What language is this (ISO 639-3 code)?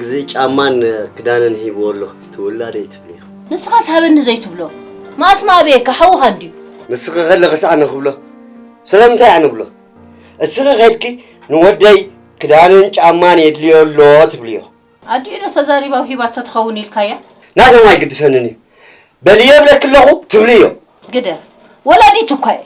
tir